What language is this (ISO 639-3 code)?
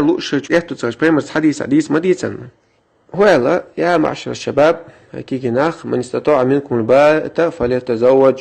che